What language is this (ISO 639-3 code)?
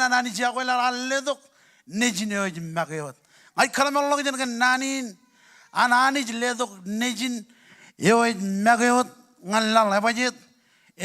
mah